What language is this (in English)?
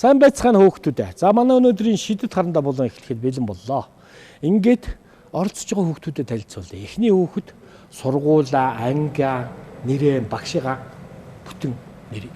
Mongolian